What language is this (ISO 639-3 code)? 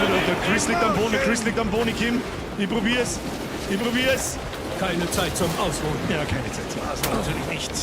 bar